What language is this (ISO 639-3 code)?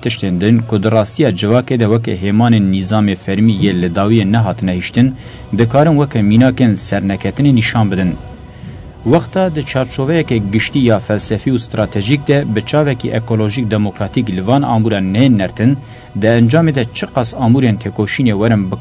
kur